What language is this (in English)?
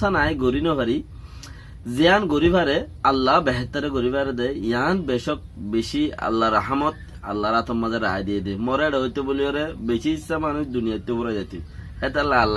Rohingya